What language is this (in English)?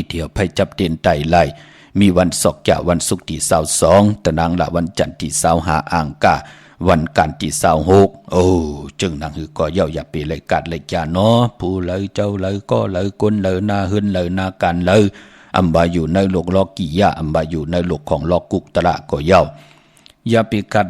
Shan